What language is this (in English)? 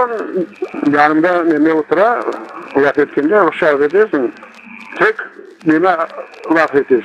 Crimean Tatar